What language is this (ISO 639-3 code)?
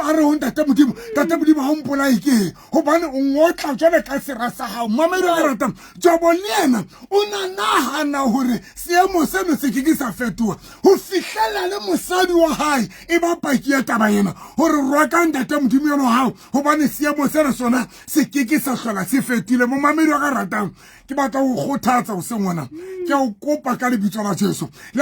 sot